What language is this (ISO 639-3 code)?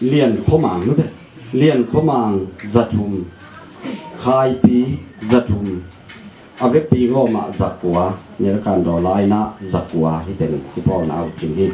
ctd